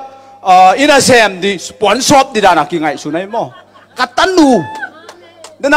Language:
Tedim Chin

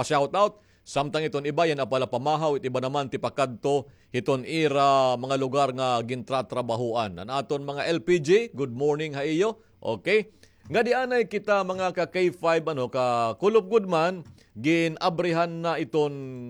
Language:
Waray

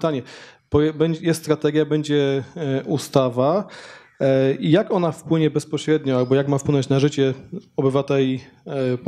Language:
Polish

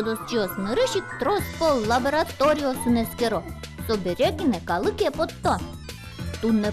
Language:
Udmurt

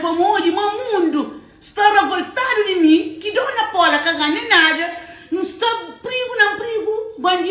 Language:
Kabuverdianu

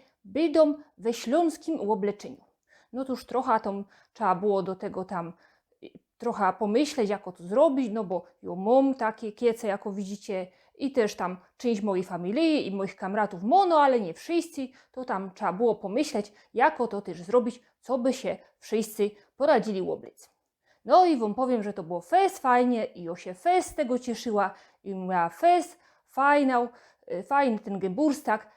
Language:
Silesian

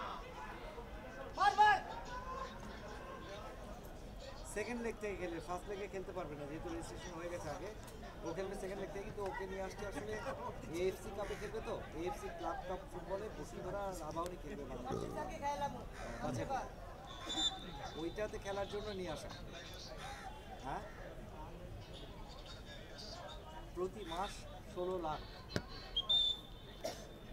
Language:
Bangla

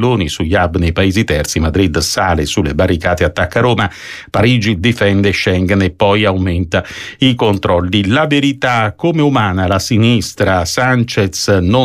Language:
Italian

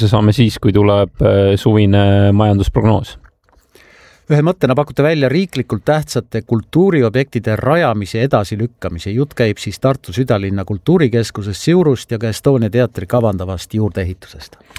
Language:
Estonian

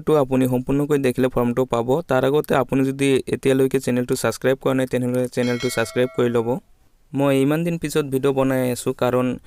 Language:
Assamese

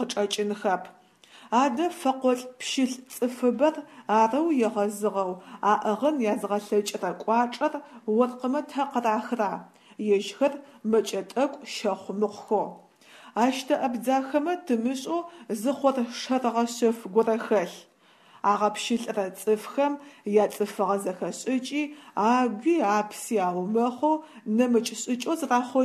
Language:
Adyghe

